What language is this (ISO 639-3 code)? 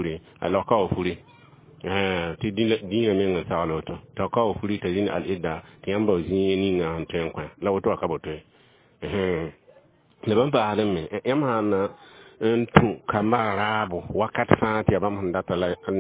mos